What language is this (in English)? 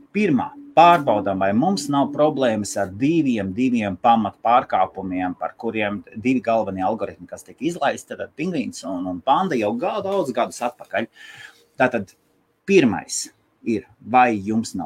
Latvian